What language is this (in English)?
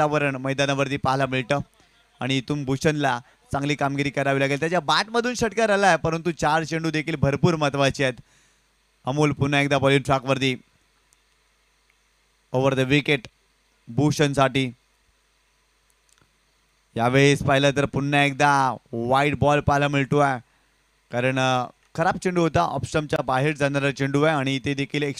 Marathi